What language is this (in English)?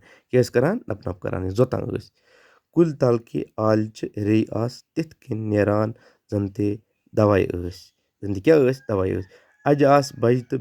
Kashmiri